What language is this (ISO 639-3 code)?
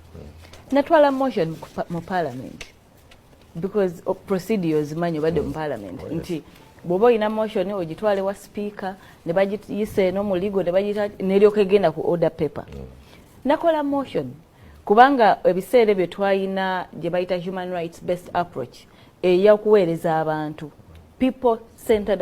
lug